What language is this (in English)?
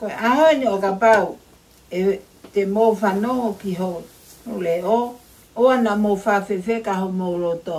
Tongan